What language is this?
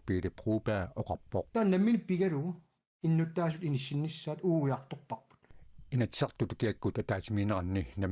Kalaallisut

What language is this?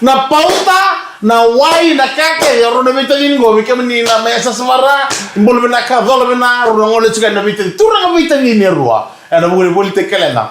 Fijian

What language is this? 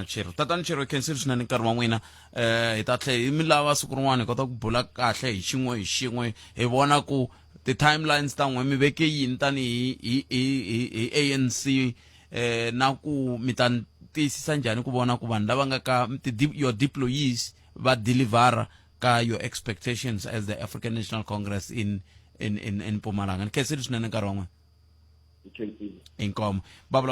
Tsonga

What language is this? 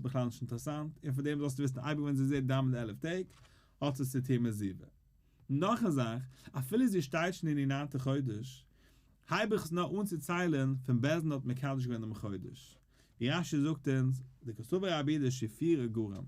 Yiddish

